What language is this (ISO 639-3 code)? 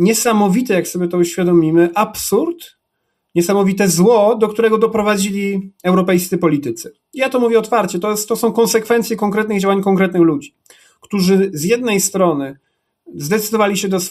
pol